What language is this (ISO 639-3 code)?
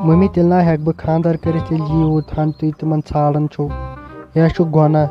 kas